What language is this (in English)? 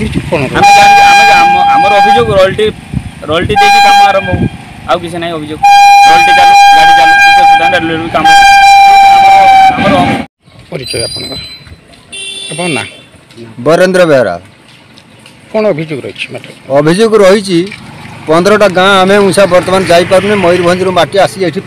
Odia